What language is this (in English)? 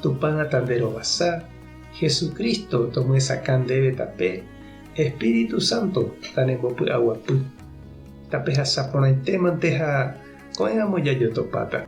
Guarani